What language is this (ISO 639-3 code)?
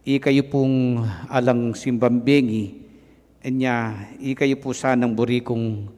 pam